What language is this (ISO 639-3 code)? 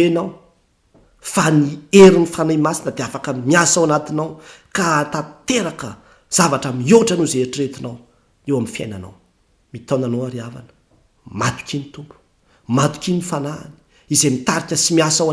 mlg